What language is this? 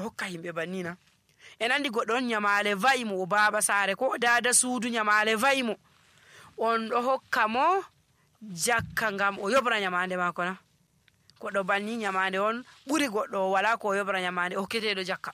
Nigerian Fulfulde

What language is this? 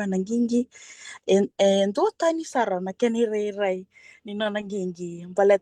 Fijian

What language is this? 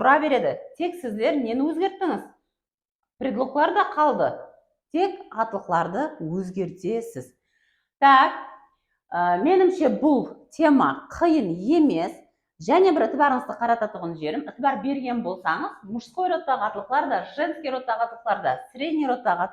Kara-Kalpak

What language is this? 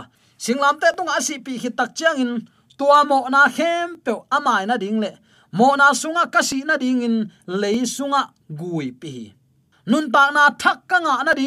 Tedim Chin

